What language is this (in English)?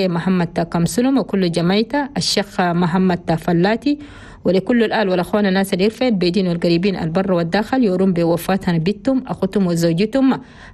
Chadian Arabic